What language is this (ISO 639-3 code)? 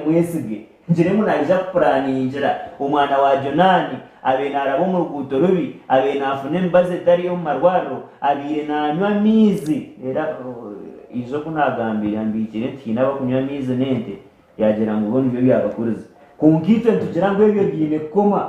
nyn